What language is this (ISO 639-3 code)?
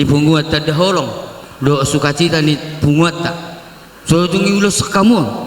bbc